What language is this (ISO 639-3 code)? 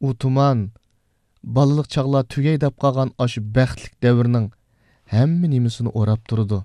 uig